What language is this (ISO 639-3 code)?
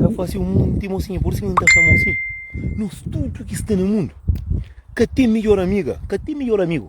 kea